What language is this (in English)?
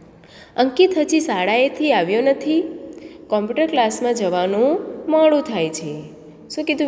Gujarati